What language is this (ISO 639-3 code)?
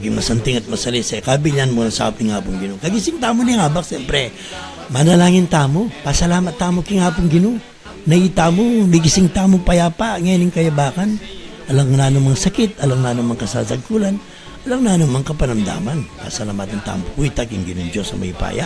pam